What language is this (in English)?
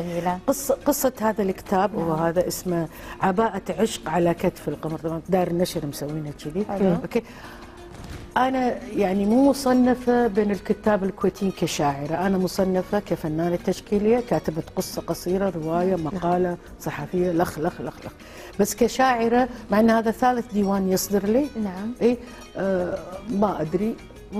Gulf Arabic